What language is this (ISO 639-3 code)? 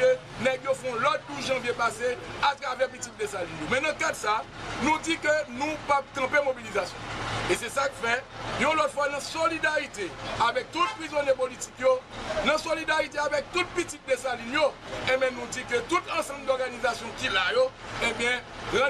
hat